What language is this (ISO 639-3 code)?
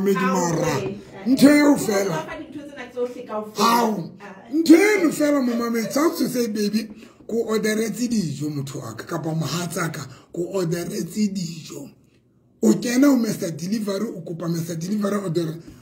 sot